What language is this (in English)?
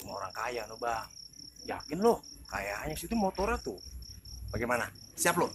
Betawi